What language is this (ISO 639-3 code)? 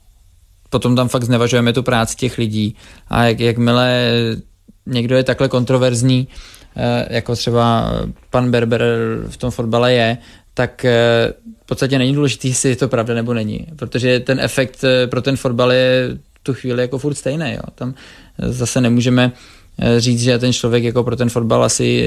ces